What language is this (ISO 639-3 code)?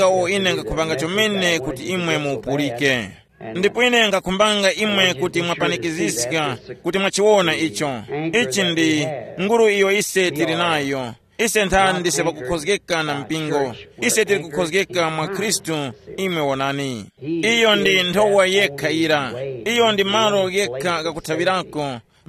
tum